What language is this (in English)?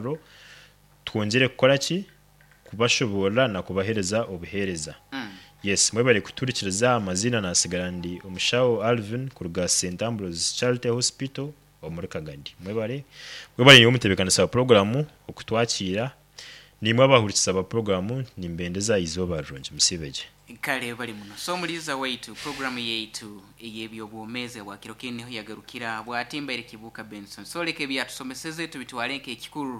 Nyankole